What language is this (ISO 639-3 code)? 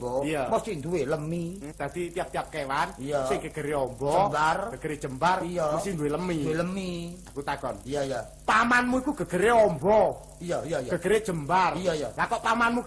jav